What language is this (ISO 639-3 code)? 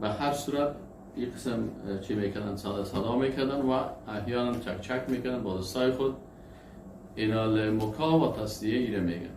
fas